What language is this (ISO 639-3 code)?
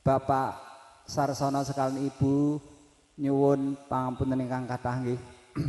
jav